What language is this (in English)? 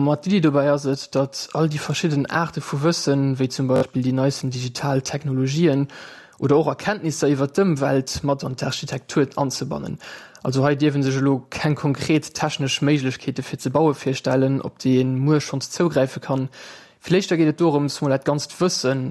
Luxembourgish